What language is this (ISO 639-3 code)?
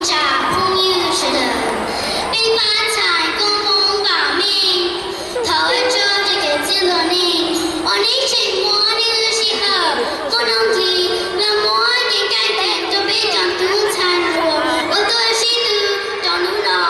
hmn